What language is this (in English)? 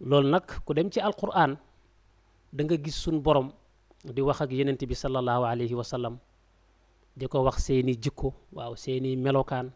Wolof